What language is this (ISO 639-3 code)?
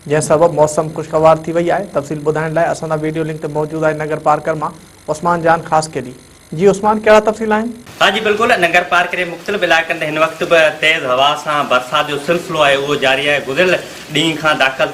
snd